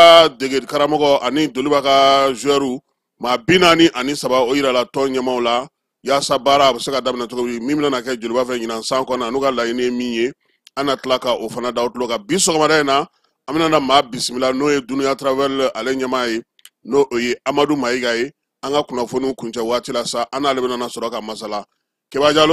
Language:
Bambara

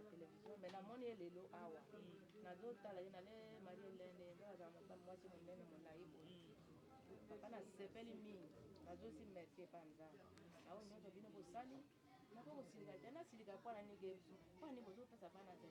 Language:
Lingala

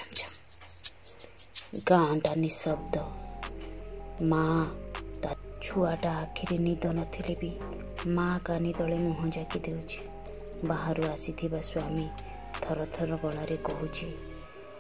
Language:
Odia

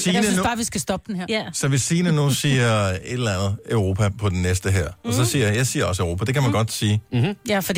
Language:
Danish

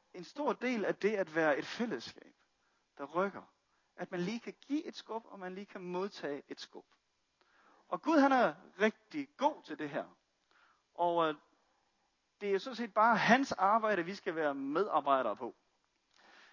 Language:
Danish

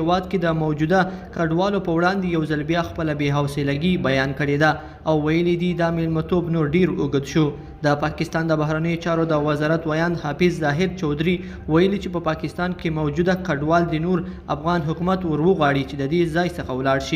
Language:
Pashto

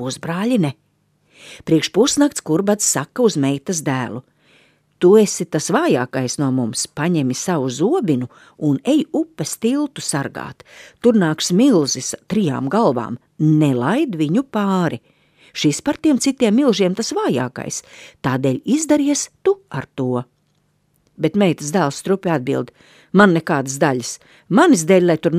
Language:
Latvian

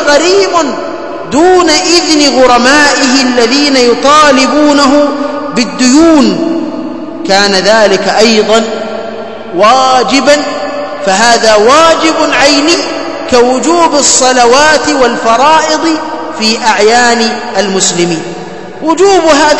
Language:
Arabic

